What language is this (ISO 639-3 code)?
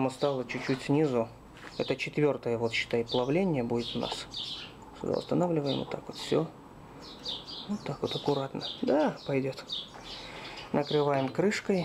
rus